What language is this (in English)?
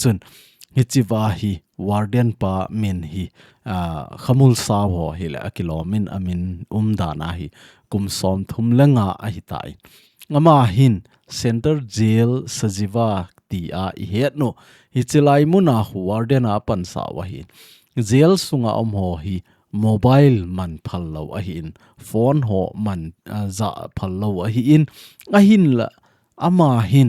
Thado Chin